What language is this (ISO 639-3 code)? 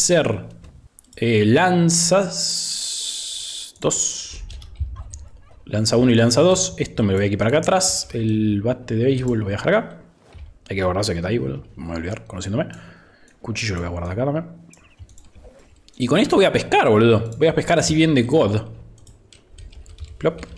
spa